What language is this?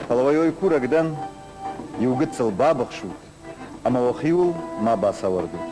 Ossetic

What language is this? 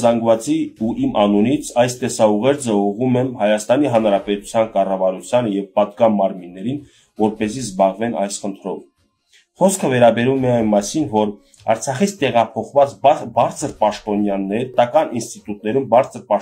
Armenian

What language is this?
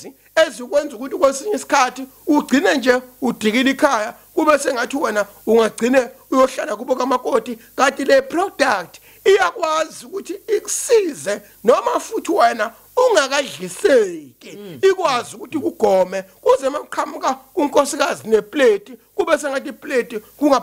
Zulu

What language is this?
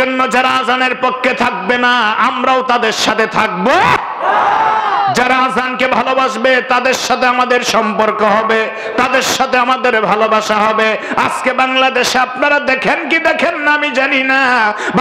Bangla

